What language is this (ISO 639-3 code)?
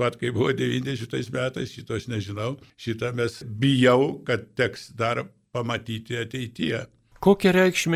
lit